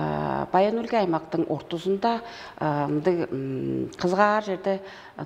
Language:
Tuvinian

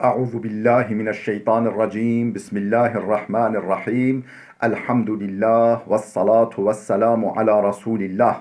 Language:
Kurdish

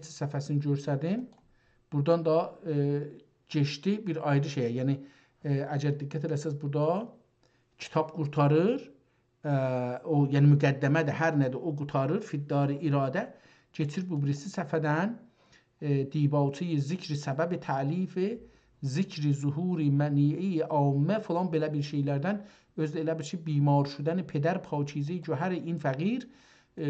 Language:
South Azerbaijani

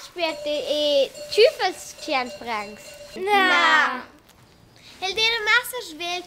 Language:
Romansh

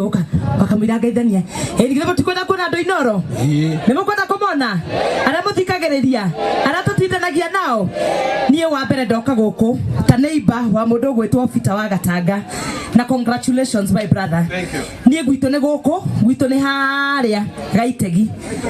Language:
Kikuyu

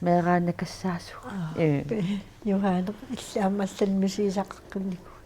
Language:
Kalaallisut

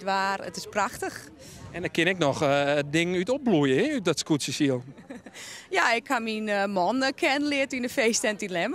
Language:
Western Frisian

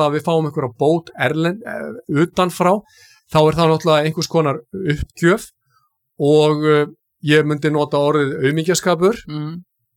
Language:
Icelandic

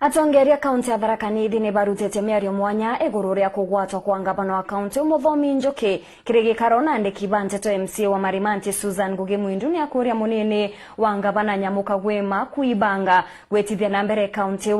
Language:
Meru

